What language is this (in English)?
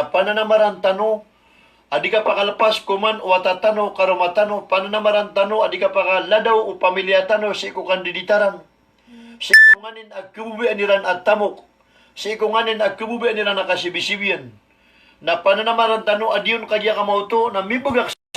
Maranao